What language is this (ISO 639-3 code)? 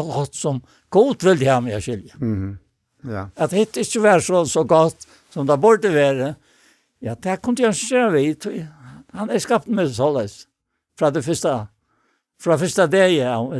fao